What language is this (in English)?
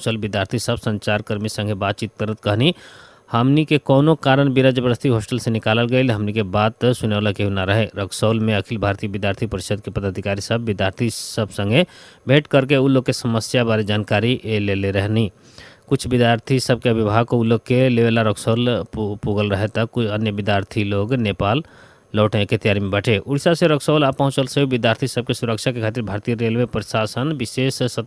Bhojpuri